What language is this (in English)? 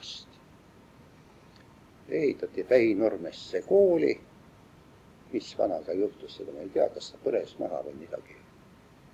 Estonian